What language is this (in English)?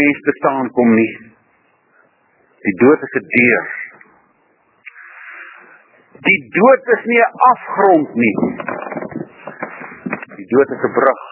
Afrikaans